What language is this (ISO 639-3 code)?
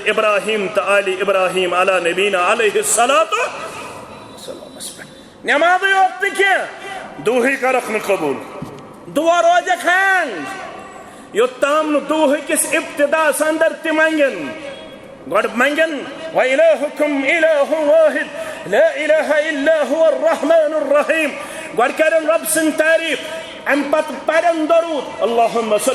kas